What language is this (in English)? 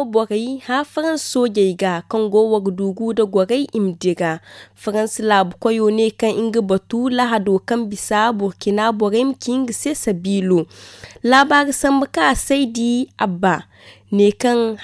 Zarma